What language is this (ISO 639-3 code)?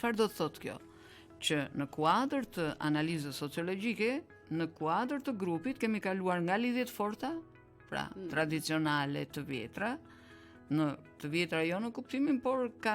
sqi